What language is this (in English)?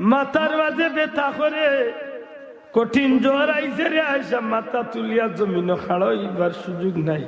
Sylheti